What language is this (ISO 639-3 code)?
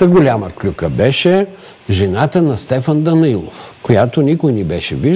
bul